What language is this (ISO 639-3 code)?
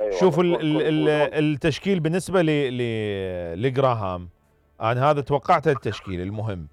acm